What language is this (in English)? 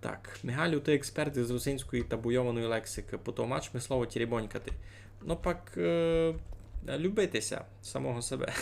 Rusyn